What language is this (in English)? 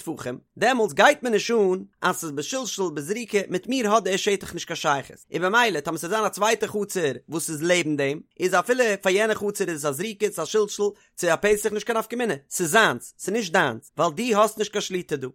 Yiddish